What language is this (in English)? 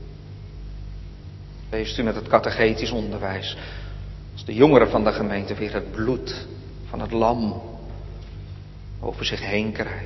Dutch